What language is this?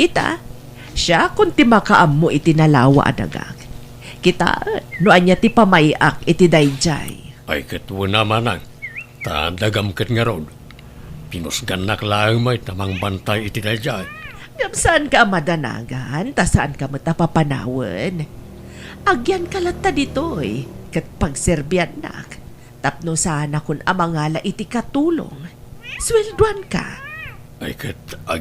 Iloko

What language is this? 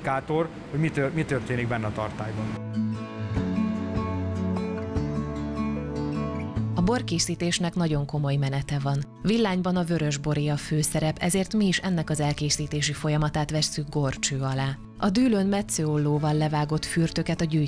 Hungarian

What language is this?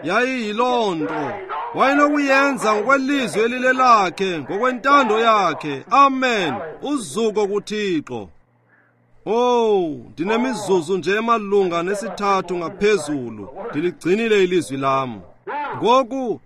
Xhosa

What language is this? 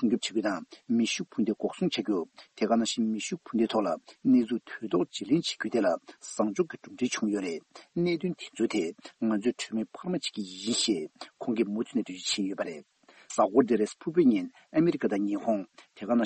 Tibetan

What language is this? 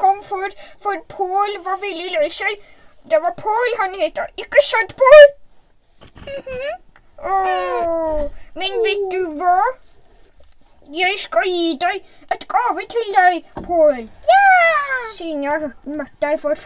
Norwegian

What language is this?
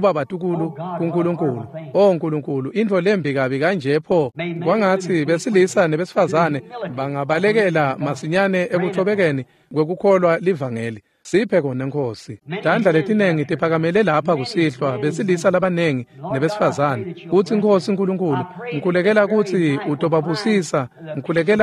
Swati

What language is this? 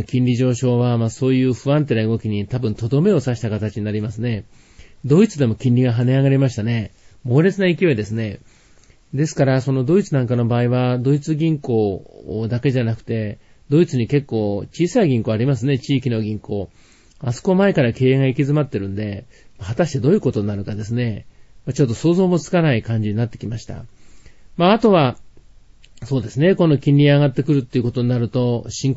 Japanese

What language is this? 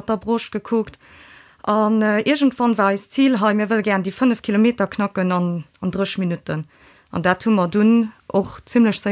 Luxembourgish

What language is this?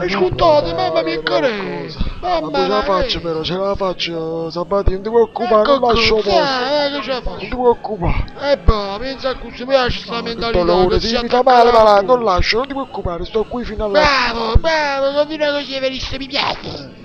Neapolitan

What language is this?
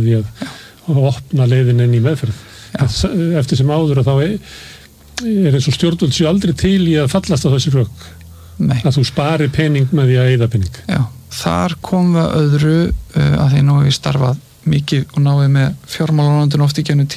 Icelandic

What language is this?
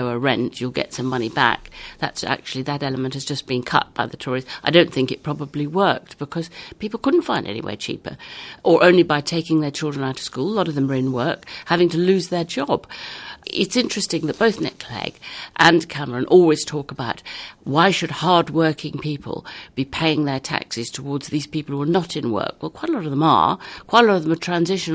English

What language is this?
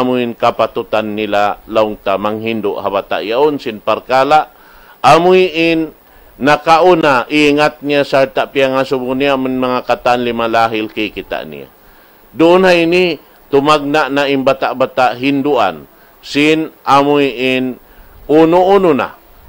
Tausug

